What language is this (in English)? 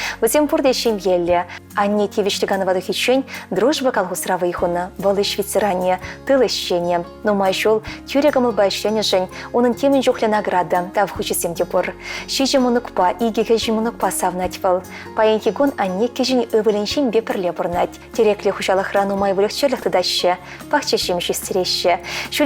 Chuvash